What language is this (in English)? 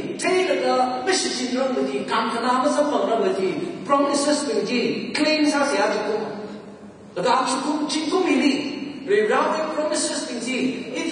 Tangkhul Naga (India)